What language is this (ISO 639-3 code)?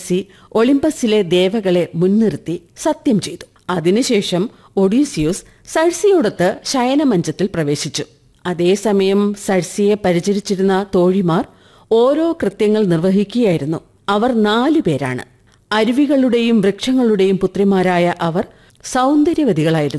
mal